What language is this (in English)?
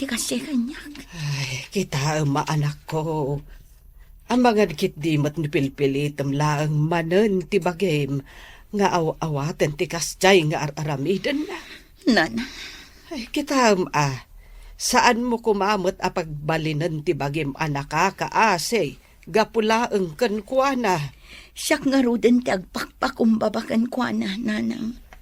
Iloko